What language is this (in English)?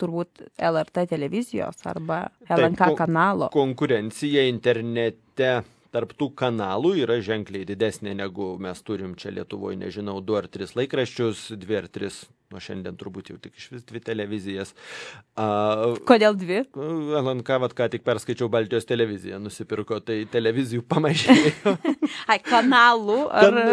Lithuanian